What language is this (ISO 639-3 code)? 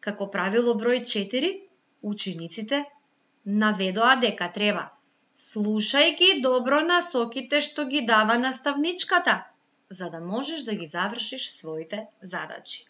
mkd